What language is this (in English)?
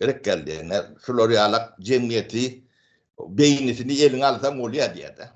Turkmen